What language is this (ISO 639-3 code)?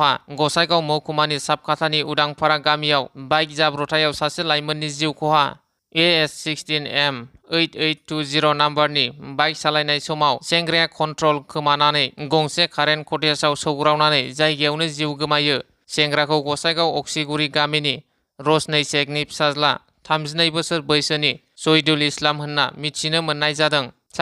brx